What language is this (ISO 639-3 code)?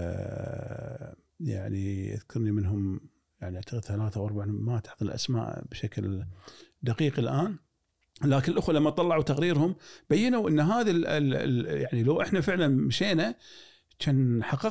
afb